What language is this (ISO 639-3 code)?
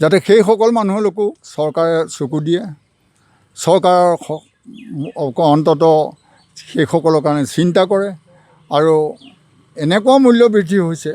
asm